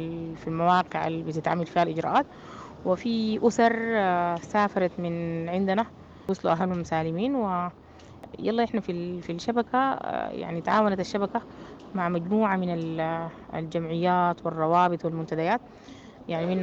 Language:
Sudanese Arabic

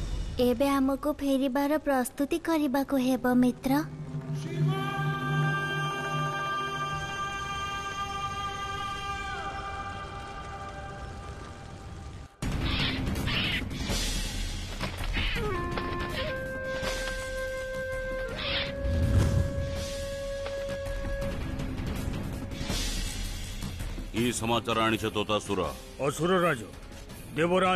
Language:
Odia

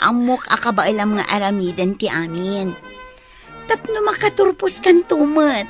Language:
Iloko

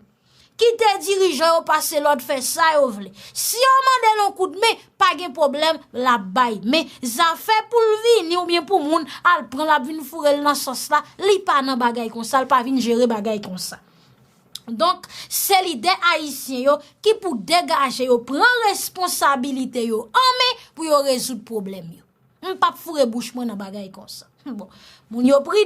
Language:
Haitian Creole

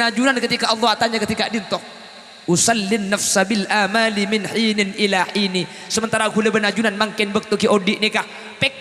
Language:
Madurese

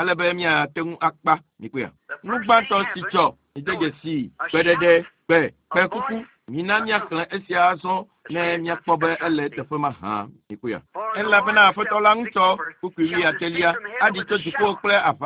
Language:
Ewe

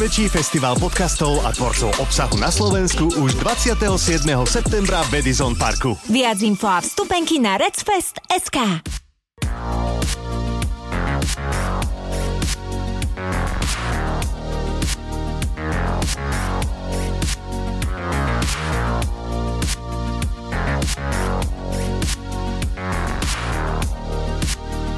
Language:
Slovak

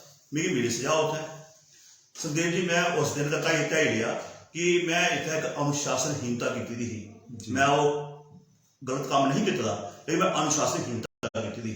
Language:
Dogri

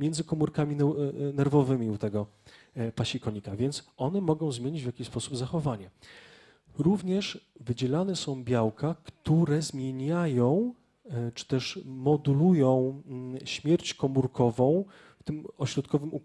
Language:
Polish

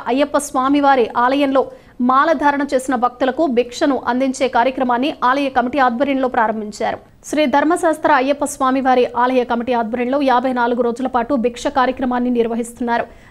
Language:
Telugu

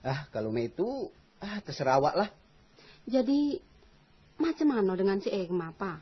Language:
Minangkabau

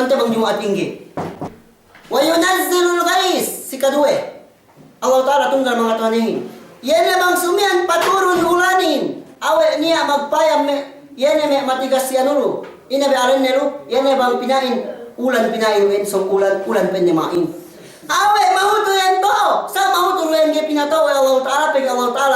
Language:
Yakan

